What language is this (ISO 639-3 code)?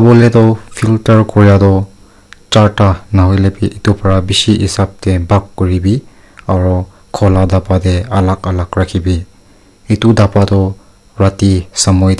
nag